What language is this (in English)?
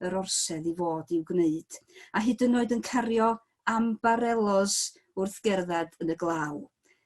Welsh